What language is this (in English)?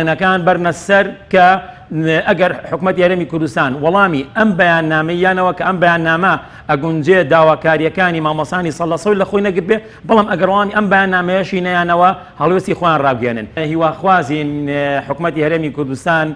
Central Kurdish